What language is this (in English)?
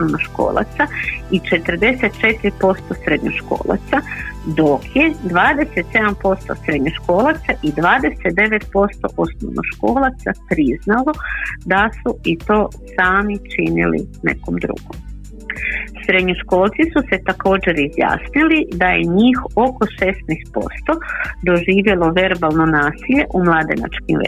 Croatian